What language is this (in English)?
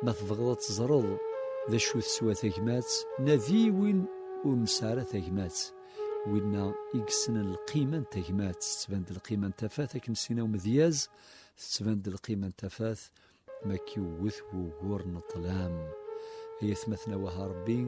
Kabyle